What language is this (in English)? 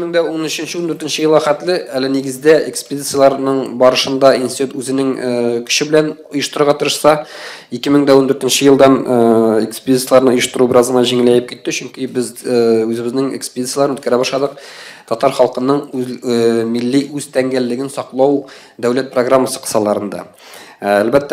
Tatar